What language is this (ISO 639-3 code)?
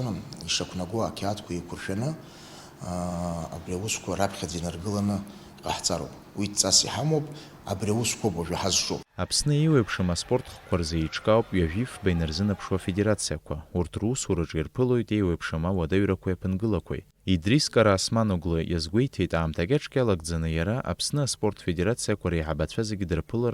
abk